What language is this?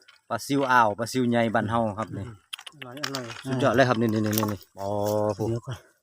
Northeastern Thai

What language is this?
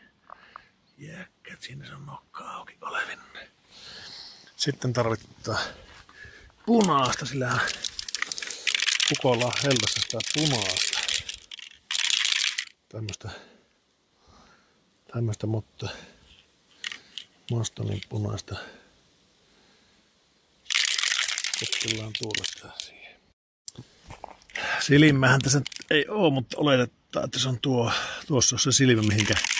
Finnish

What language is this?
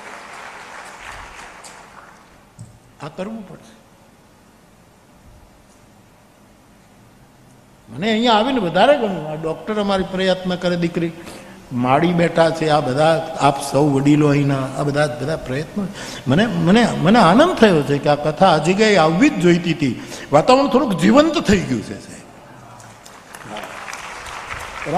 Gujarati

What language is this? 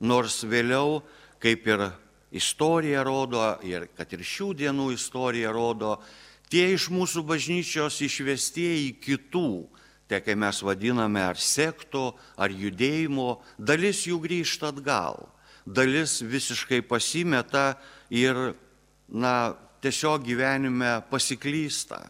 Lithuanian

